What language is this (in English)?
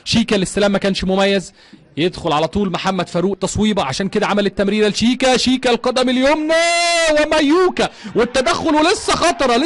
Egyptian Arabic